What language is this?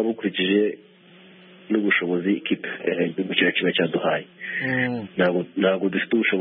Kinyarwanda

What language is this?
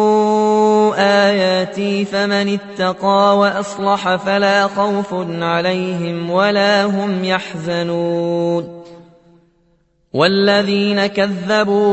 Arabic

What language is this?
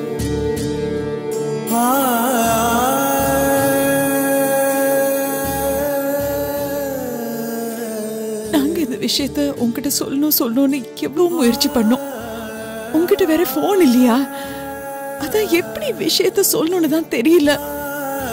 Tamil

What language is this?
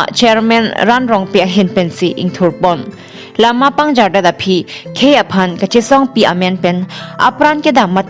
Karbi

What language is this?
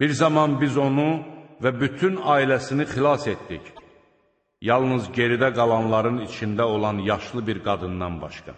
Azerbaijani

